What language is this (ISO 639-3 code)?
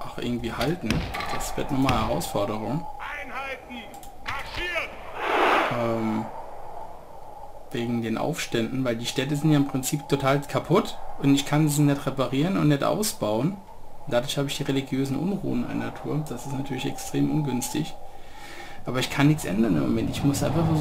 deu